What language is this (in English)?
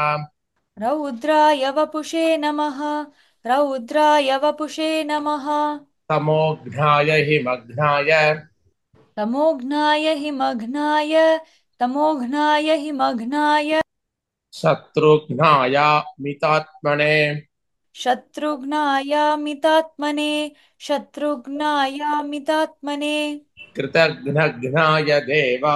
Sanskrit